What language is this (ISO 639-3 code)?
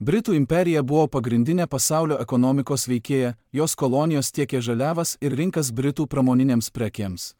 lit